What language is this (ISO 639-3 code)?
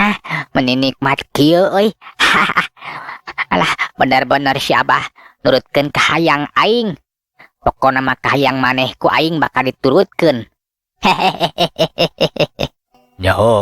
sun